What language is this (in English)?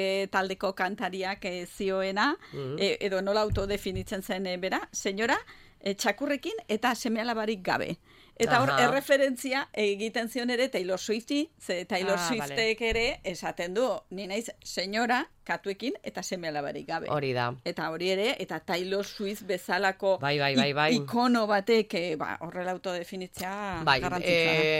Basque